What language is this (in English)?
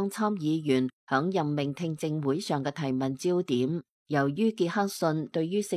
Cantonese